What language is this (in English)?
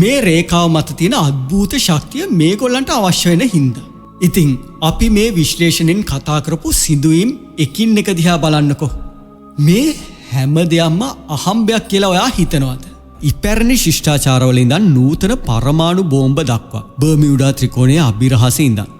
Sinhala